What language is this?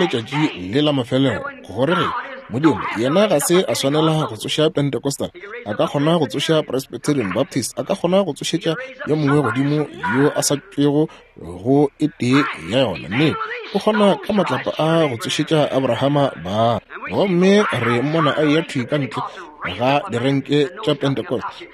Northern Sotho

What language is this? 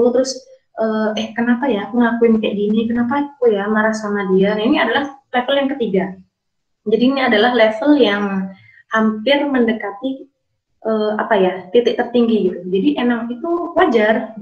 Indonesian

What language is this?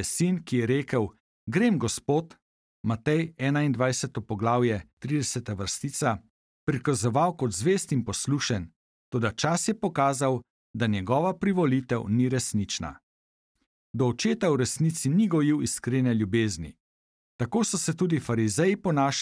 Slovenian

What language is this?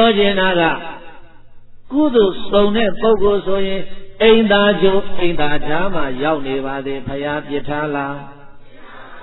Burmese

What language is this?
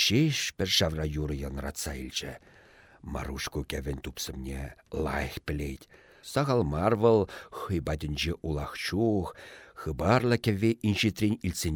Chuvash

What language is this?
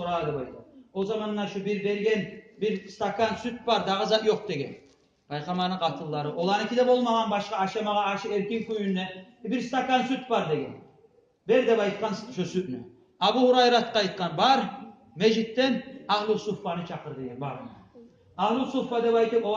Kumyk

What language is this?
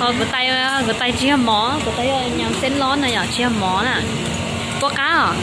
Hmong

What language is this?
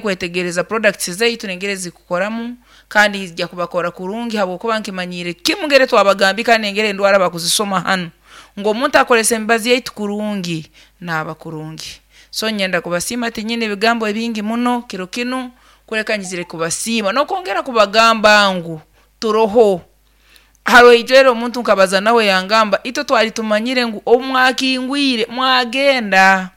Nyankole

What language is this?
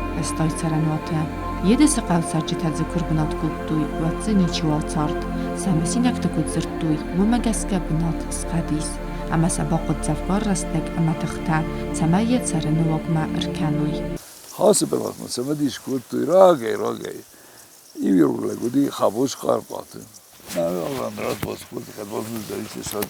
Ossetic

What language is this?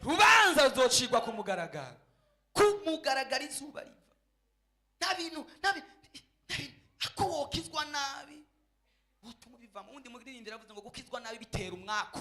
Rundi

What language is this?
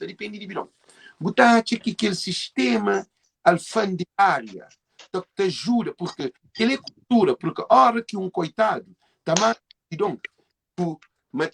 Kabuverdianu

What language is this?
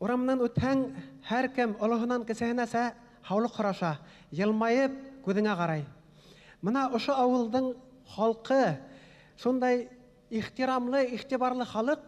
Bashkir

